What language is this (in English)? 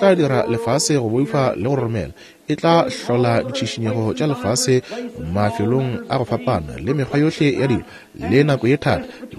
Northern Sotho